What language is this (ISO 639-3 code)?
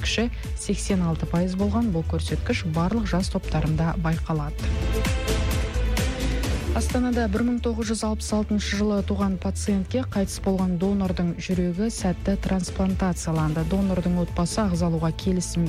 kaz